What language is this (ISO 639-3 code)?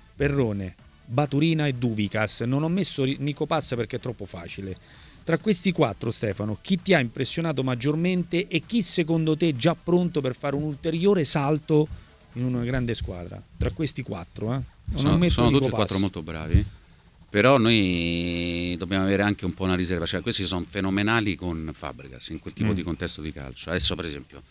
ita